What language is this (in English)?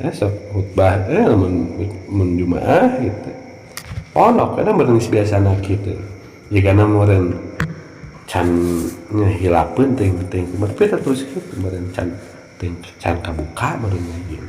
Sundanese